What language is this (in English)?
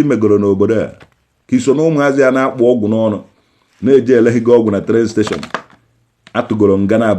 Igbo